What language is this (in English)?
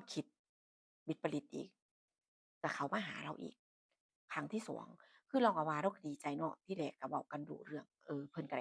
Northeastern Thai